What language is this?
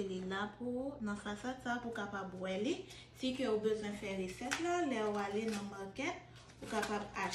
Haitian Creole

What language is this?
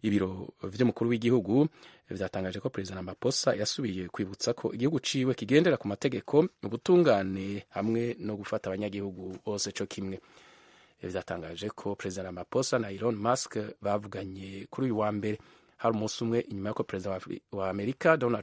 Rundi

